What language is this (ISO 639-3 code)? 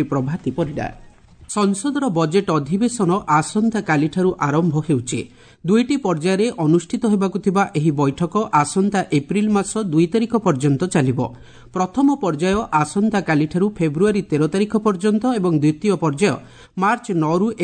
ori